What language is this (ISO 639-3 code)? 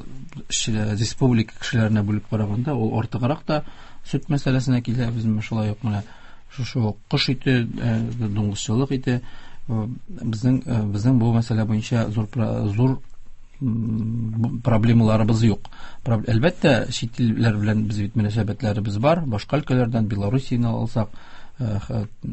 tat